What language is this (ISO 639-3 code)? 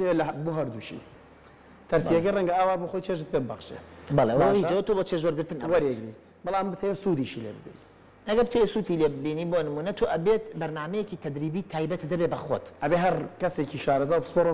ckb